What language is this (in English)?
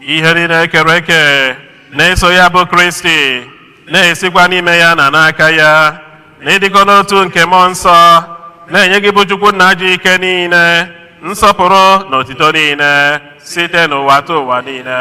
Igbo